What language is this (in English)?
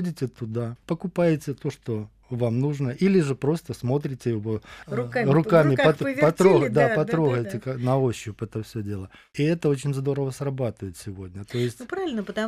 Russian